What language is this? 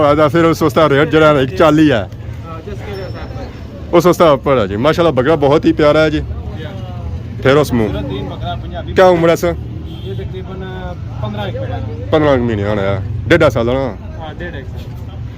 Pahari-Potwari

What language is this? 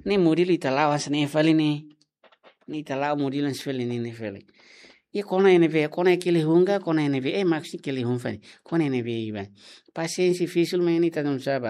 Tetum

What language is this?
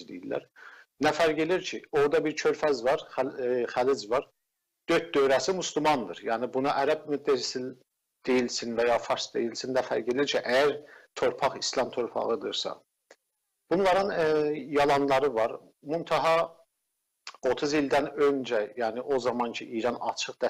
South Azerbaijani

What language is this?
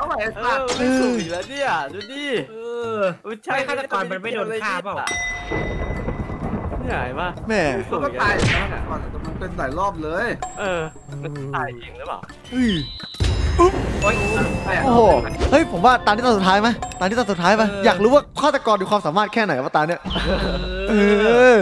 Thai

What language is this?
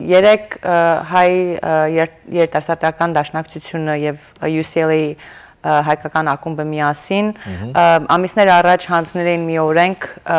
Western Armenian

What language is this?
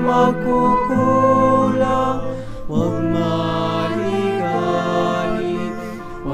Pampanga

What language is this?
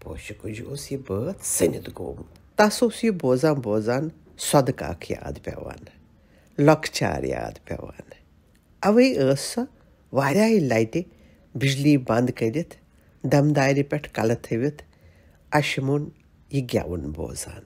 Kashmiri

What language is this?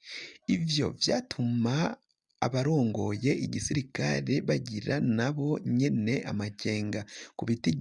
Rundi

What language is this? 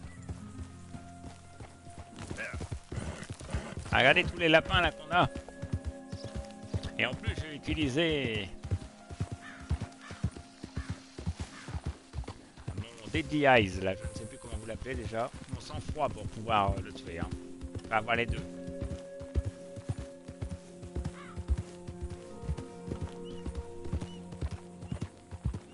French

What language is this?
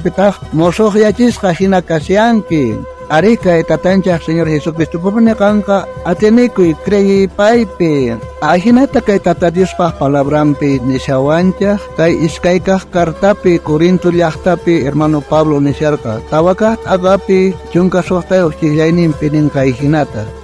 South Bolivian Quechua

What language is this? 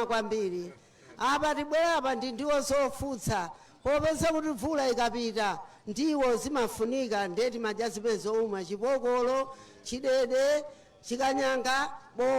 Nyanja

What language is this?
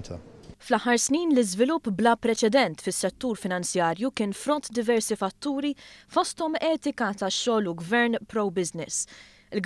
Maltese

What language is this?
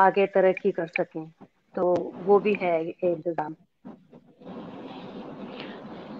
Urdu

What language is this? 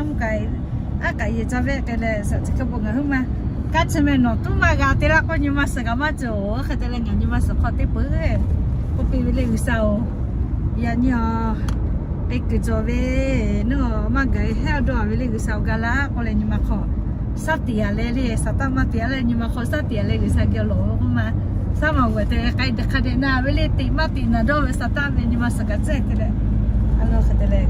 Lahu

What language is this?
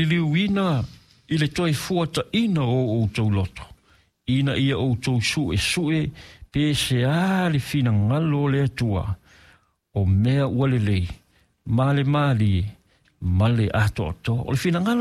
Samoan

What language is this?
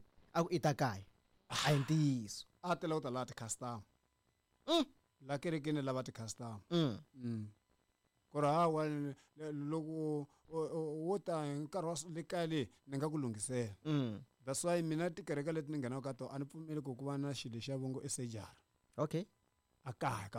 Tsonga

